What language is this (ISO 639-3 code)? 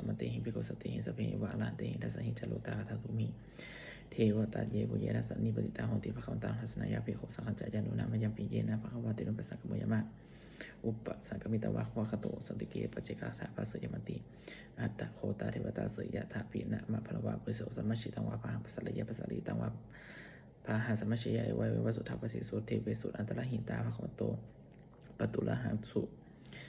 pli